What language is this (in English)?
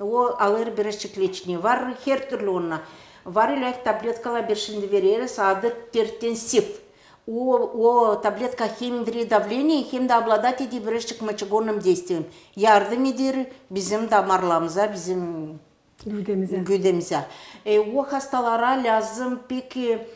Gagauz